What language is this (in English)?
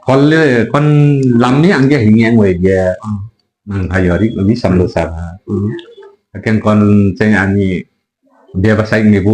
Limbu